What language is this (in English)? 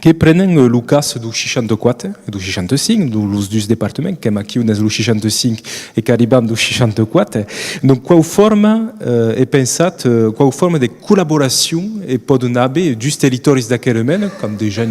Occitan